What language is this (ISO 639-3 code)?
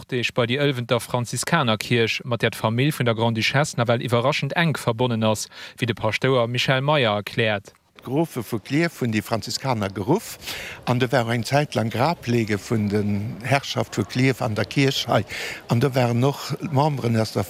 ltz